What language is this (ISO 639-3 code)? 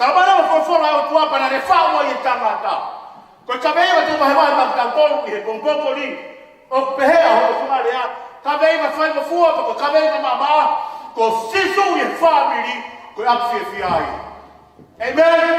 ton